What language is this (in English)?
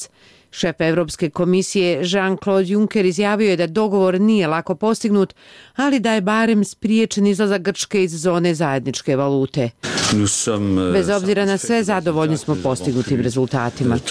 Serbian